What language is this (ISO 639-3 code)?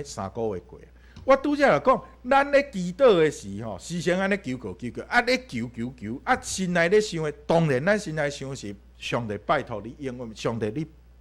nan